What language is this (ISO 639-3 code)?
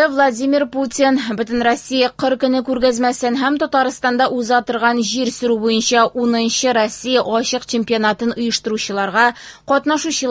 tat